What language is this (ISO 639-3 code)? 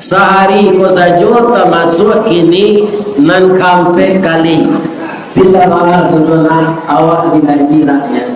min